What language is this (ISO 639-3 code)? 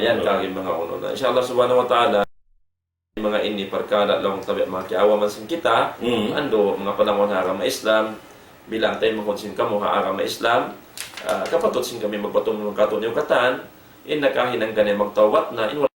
tsg